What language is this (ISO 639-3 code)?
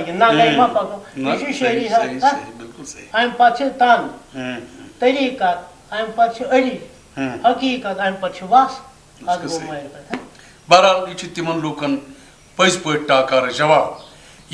kas